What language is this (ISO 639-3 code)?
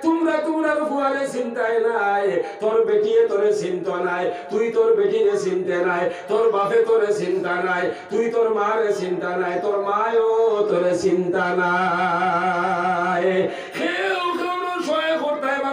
syl